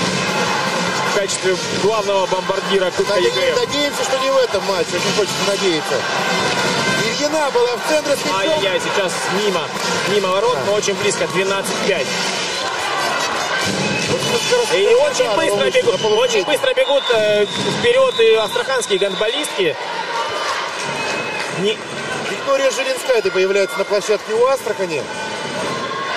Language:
Russian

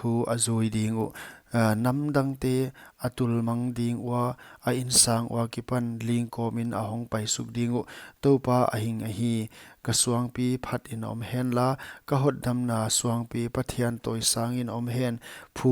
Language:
Paite Chin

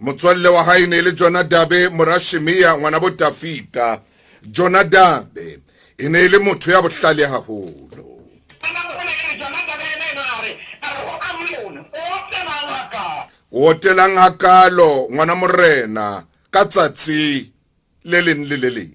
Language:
Southern Sotho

